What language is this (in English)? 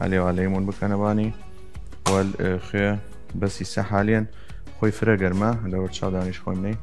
Southern Kurdish